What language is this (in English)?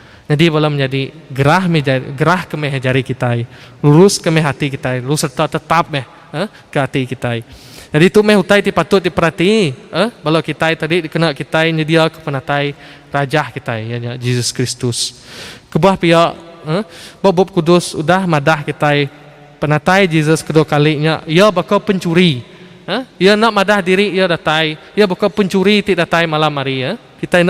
Iban